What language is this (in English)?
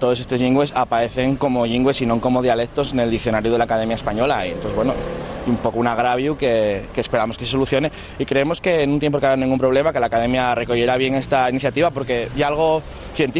Asturian